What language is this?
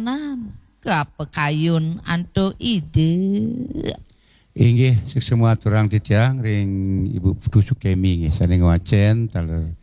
Balinese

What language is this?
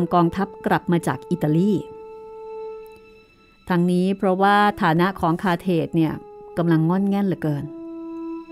Thai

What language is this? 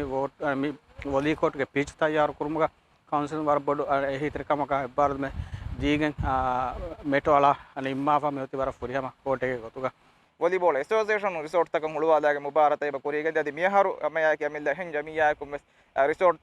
Divehi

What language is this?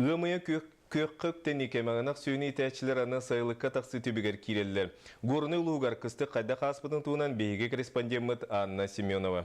Yakut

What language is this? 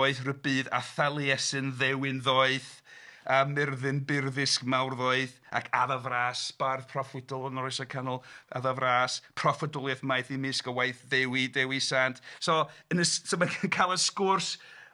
Welsh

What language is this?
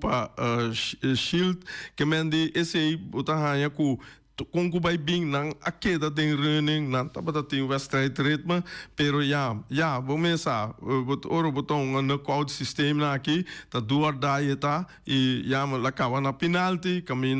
Papiamento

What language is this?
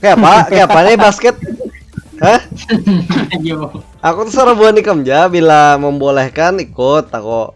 Banjar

